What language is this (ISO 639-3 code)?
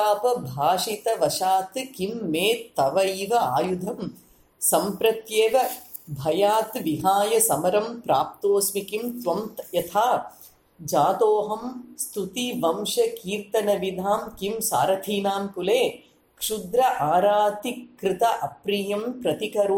san